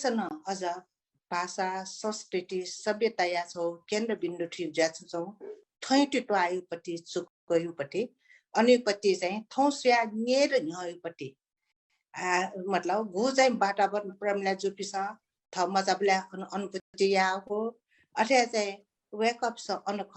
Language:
Newari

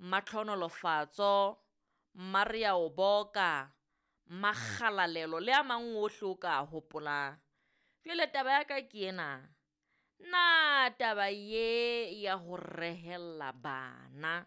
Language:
Southern Sotho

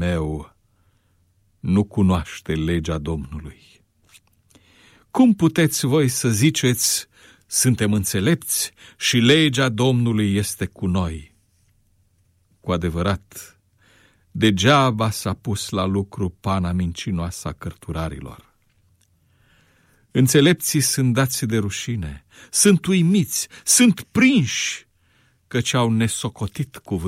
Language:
Romanian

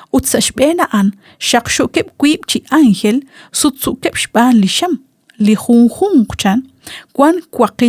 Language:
Kekchí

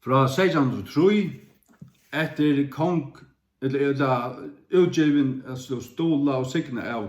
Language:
Faroese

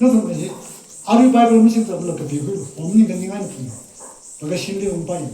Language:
Tangkhul Naga (India)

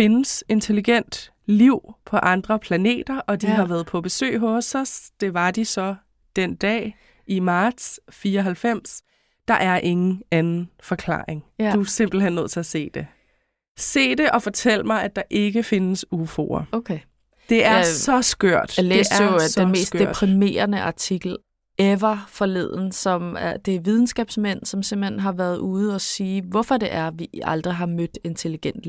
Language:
Danish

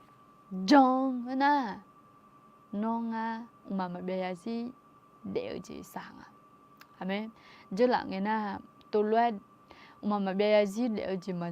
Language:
Akha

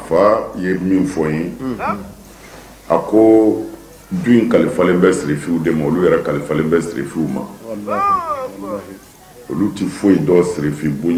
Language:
Bambara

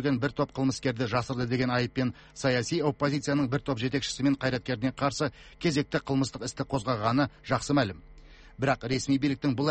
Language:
Kazakh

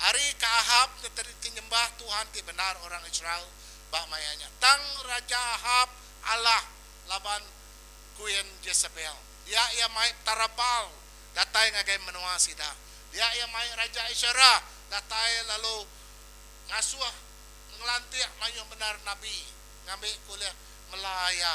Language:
Iban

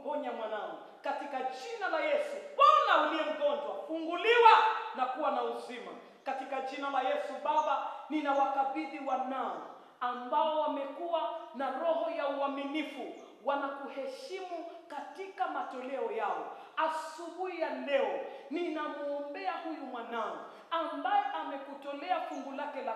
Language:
Swahili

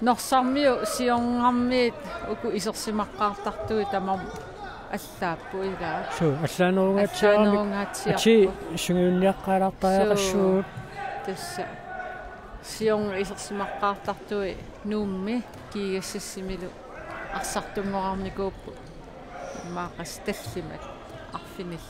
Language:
Kalaallisut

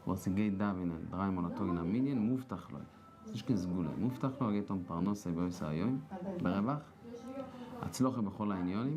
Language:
Yiddish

